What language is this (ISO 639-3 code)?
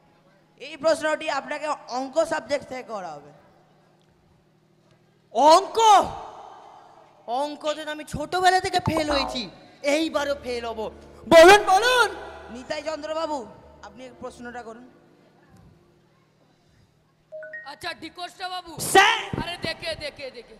ben